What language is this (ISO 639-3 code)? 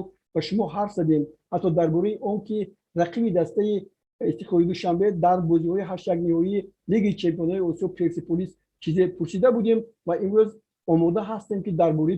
tgk